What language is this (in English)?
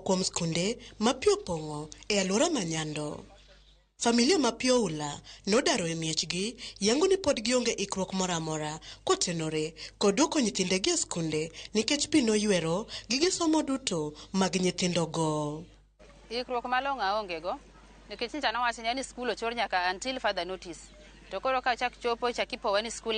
Luo (Kenya and Tanzania)